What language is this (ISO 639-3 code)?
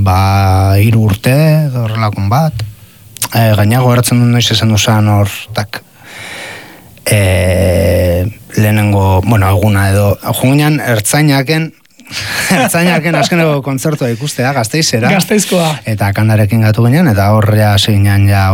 eus